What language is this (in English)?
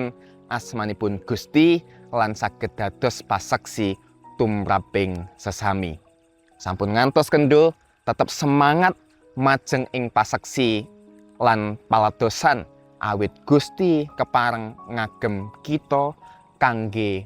Javanese